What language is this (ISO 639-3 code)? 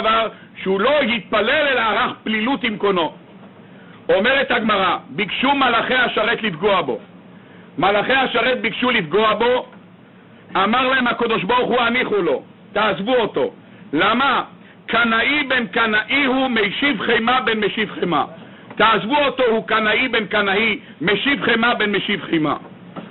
heb